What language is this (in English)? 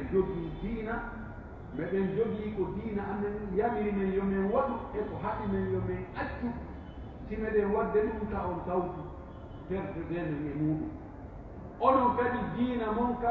Pular